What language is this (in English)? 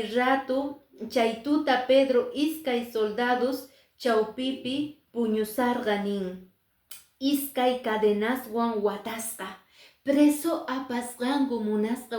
Quechua